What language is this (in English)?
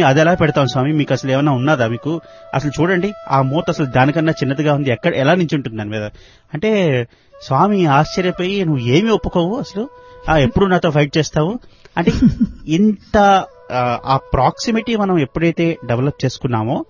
Telugu